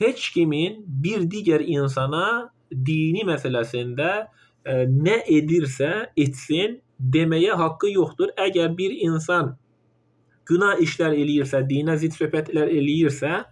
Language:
Azerbaijani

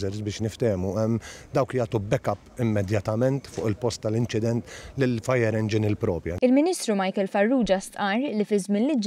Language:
Maltese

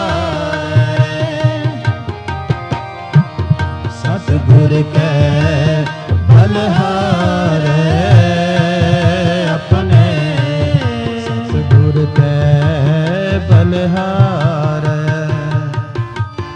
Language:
Punjabi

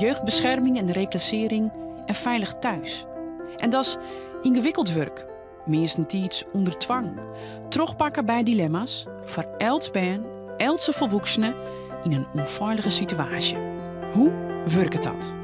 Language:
Western Frisian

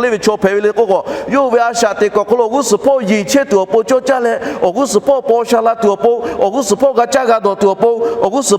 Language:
Lahu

